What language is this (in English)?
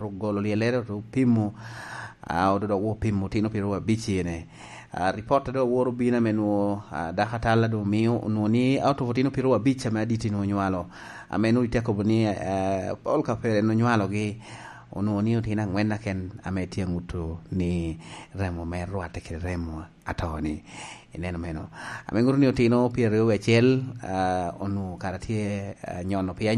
Lango (Uganda)